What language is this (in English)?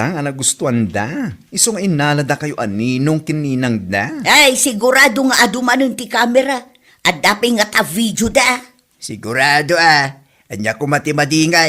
Iloko